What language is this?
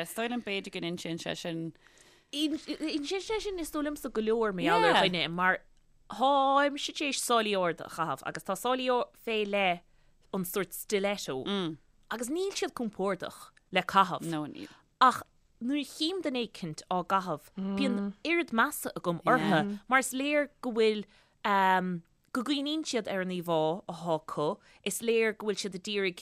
Irish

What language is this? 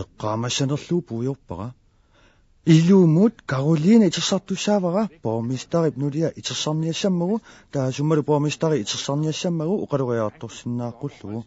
Kalaallisut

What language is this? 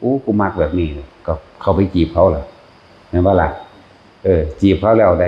Northeastern Thai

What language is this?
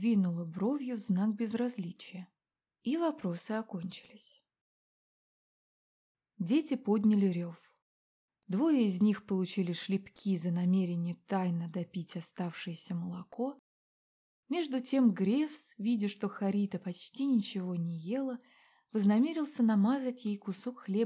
Russian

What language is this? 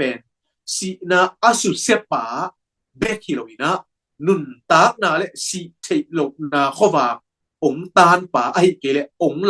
Tedim Chin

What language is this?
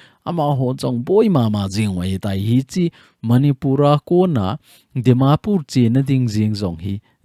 Thado Chin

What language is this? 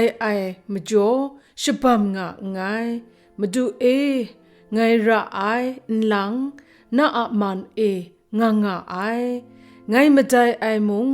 Kachin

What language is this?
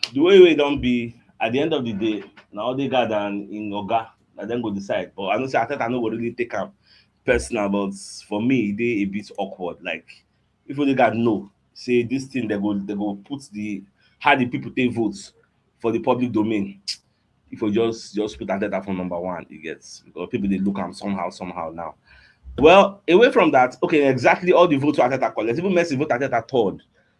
Nigerian Pidgin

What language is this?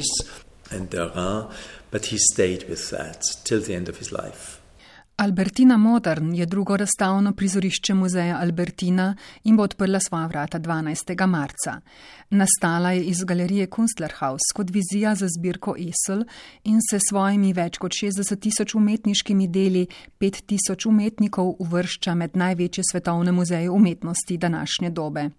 Slovenian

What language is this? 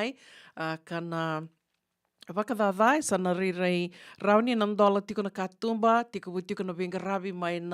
Fijian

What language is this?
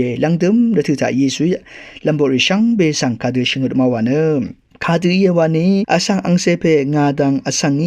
Rawang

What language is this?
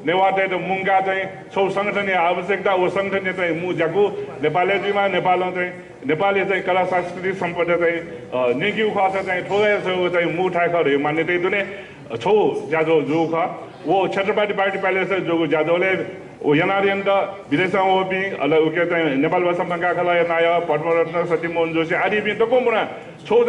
Newari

